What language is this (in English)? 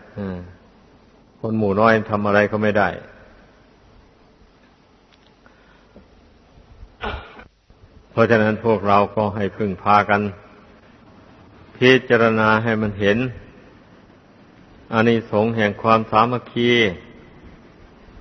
Thai